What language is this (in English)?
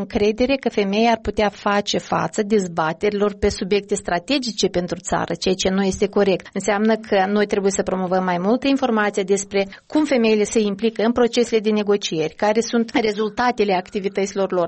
Romanian